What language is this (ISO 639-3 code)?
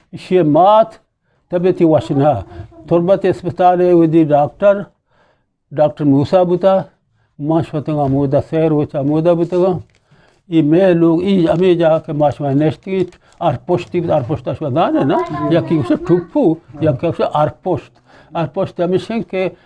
bgp